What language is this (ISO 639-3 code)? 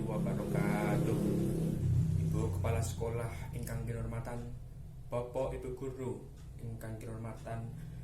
jav